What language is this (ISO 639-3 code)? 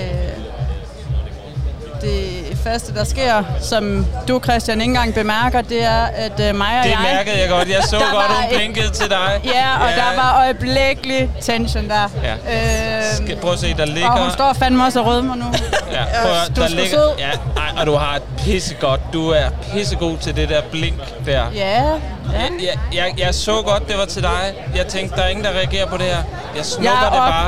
dan